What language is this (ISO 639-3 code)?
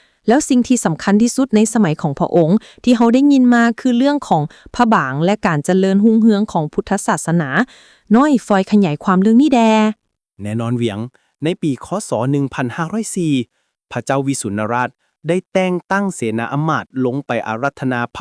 lao